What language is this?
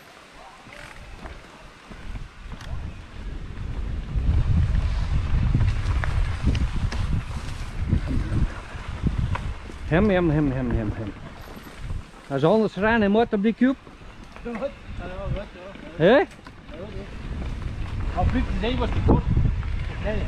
Dutch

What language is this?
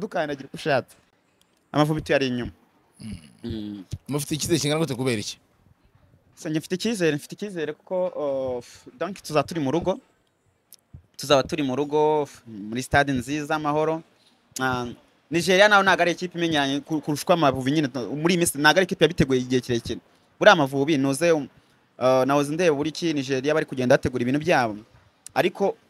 Kinyarwanda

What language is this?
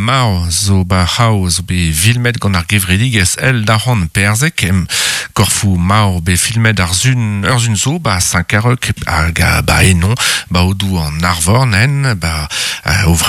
Breton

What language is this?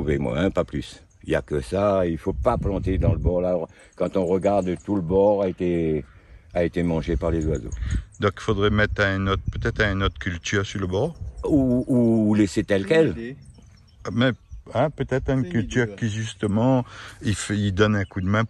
Réunion Creole French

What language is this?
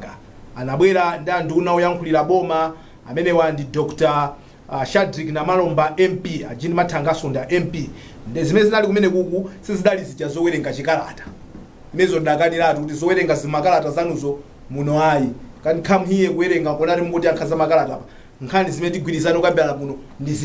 Nyanja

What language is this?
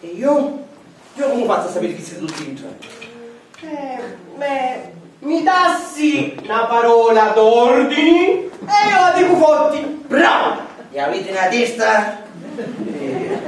Sicilian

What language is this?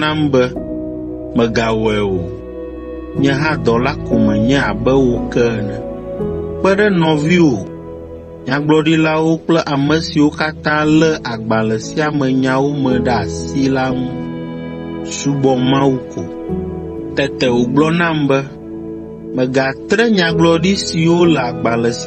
Ewe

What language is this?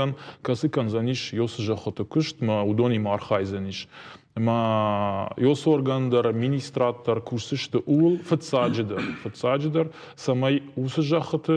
Ossetic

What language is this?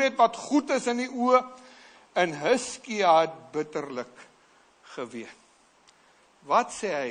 Afrikaans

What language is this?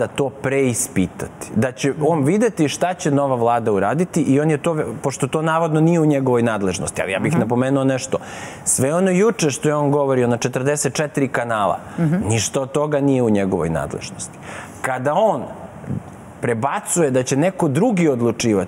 Serbian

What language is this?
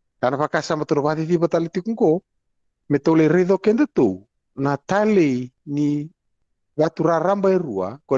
Fijian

